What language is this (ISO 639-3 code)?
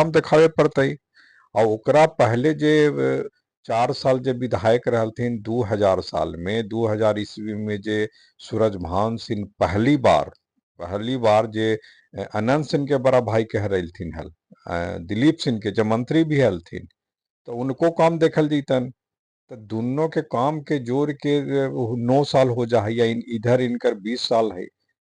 mag